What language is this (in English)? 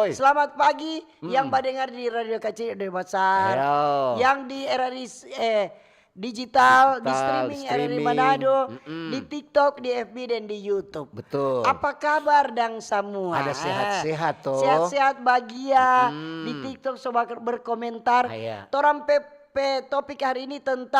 Manado Malay